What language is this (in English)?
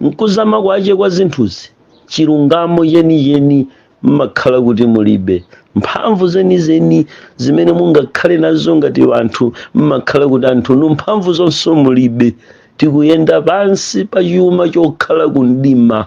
Nyanja